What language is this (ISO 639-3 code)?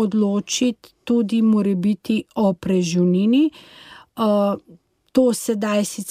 slv